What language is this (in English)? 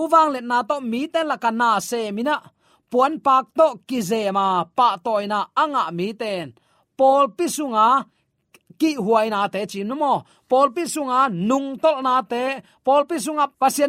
Tedim Chin